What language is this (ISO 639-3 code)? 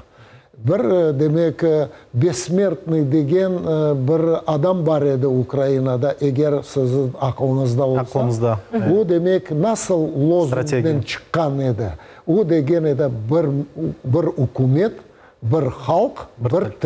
crh